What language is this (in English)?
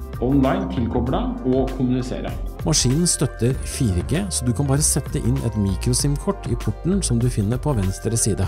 Norwegian